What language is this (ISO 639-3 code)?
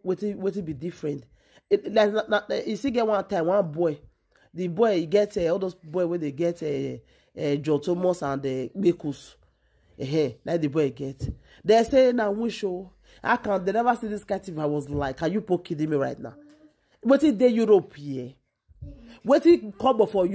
pcm